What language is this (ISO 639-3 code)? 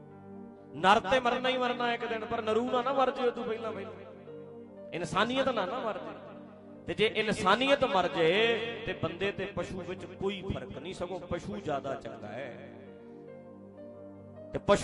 pan